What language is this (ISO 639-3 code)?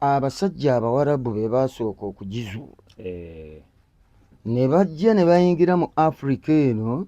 lug